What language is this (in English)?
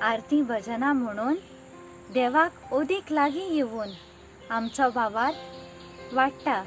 Konkani